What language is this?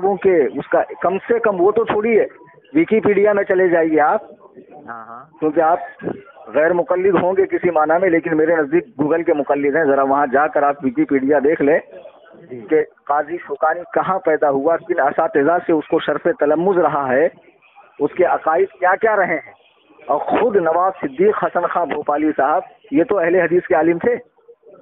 Urdu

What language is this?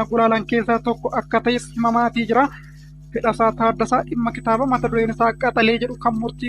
Oromo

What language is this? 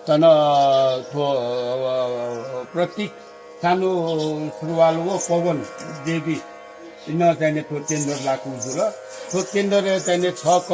Newari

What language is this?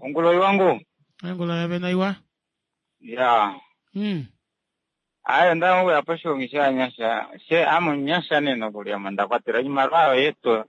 Kuanyama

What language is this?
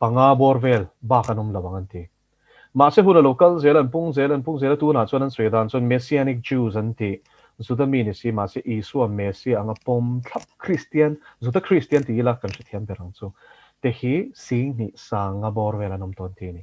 Mizo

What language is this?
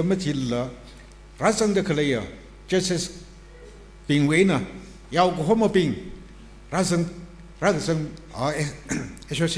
Tangkhul Naga (India)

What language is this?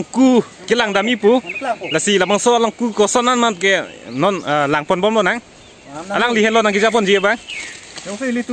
Karbi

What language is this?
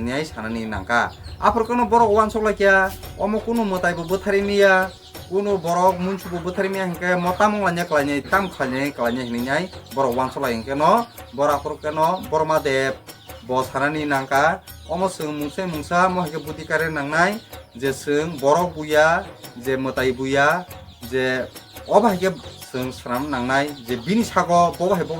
Kok Borok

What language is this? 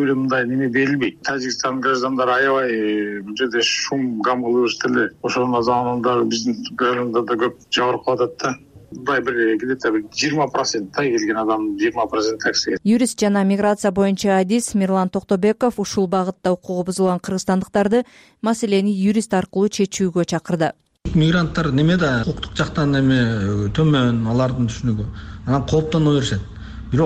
Kyrgyz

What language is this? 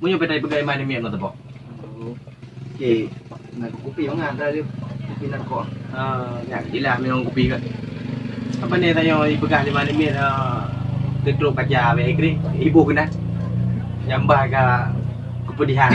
Achinese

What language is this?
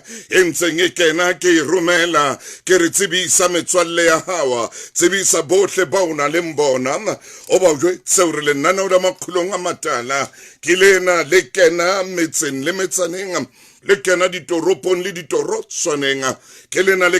Southern Sotho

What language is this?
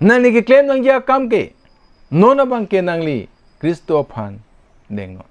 Karbi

